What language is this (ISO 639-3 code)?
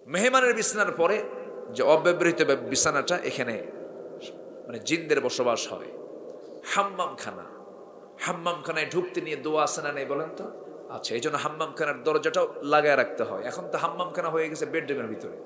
ben